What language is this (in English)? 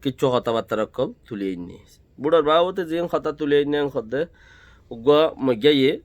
Rohingya